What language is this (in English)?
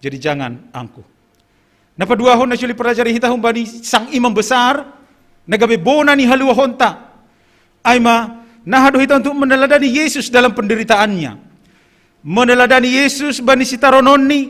Batak Simalungun